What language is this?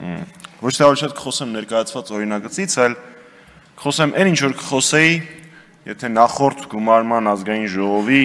Armenian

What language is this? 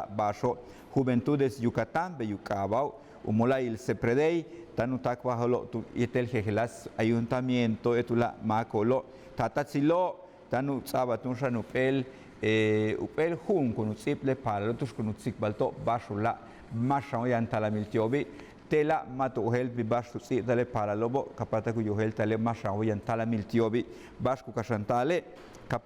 Yucateco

